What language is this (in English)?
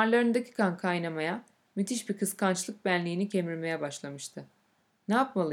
Turkish